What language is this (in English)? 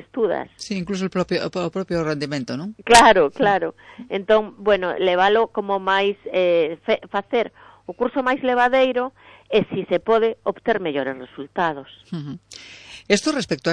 Galician